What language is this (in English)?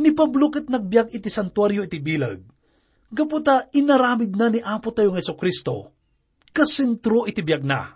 Iloko